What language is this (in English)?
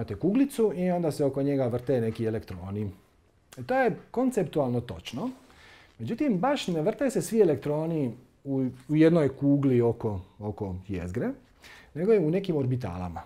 Croatian